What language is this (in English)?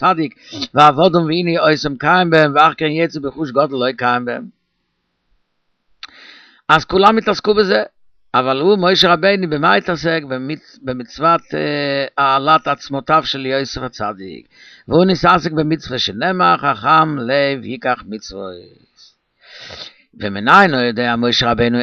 Hebrew